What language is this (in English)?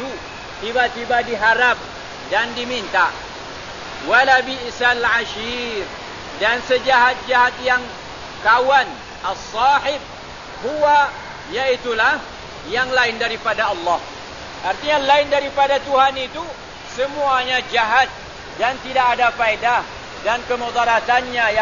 Malay